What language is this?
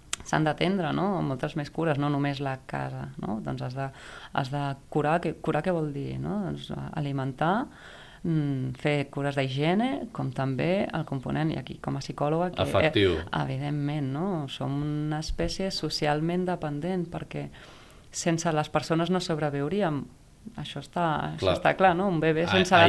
Catalan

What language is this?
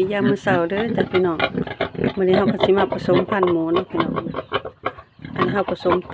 Lao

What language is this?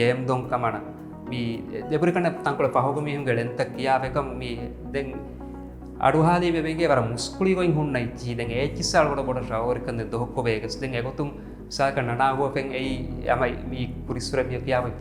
Divehi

